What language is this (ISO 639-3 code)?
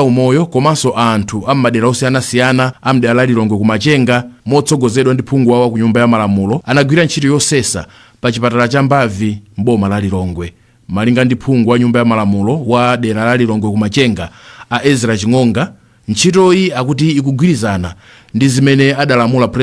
nya